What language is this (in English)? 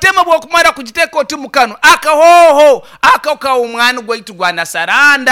Nyankole